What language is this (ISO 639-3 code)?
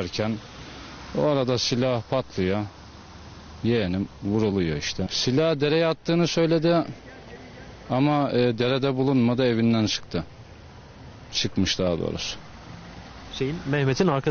tur